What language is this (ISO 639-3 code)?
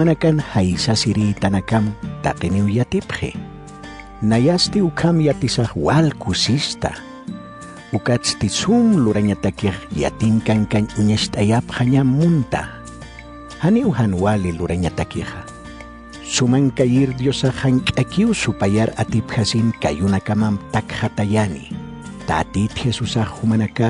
aym